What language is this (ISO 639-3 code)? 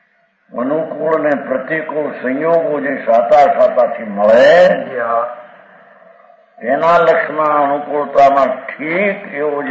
guj